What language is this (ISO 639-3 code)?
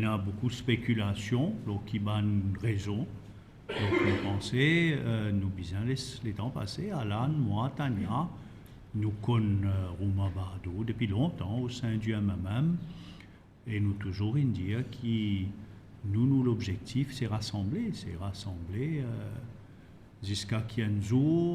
mfe